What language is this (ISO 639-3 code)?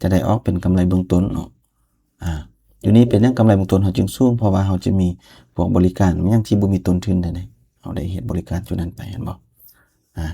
lao